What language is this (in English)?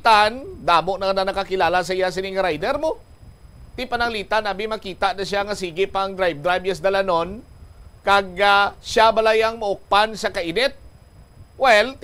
Hiligaynon